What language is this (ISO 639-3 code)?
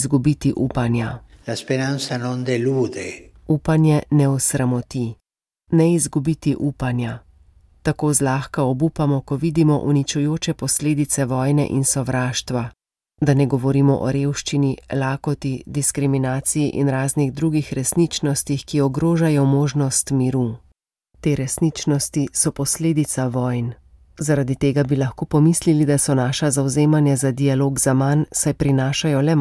slv